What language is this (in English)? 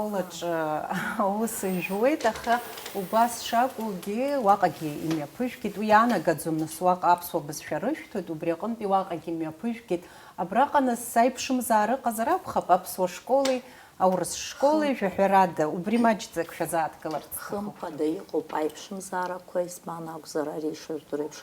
Abkhazian